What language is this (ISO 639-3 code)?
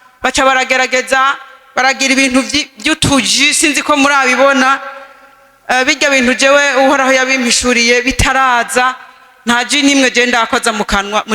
run